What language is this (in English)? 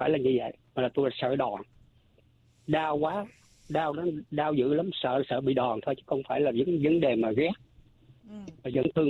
Vietnamese